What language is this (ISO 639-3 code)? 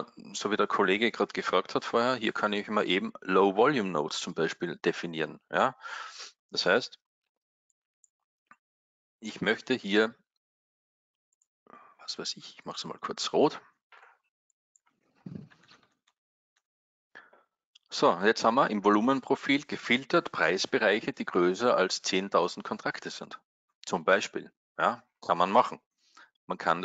deu